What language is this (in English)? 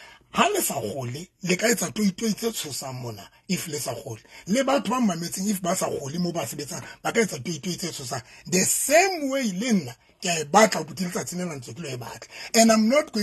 Southern Sotho